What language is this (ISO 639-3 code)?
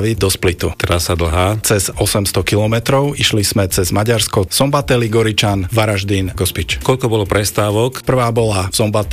slk